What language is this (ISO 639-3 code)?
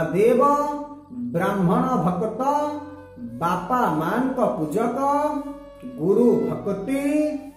ori